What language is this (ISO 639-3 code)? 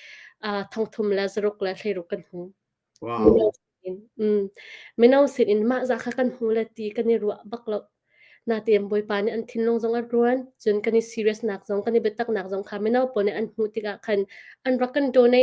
cnh